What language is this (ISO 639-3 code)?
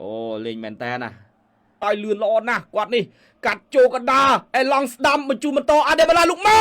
khm